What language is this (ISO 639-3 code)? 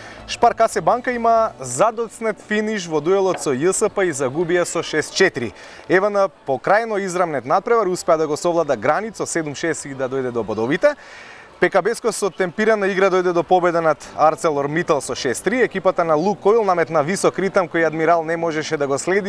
mkd